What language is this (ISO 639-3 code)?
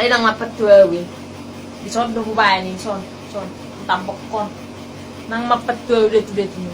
bbc